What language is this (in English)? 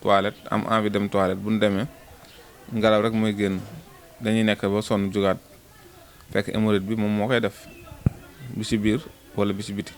Wolof